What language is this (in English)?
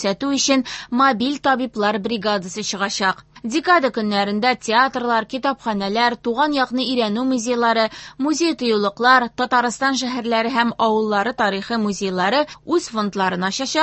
Tatar